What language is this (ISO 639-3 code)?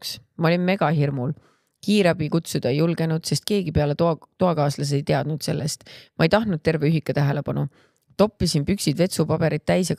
est